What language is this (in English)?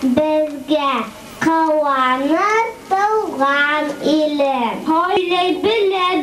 Bashkir